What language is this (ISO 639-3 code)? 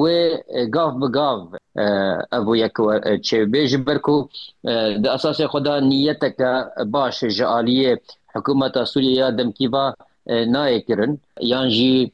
kur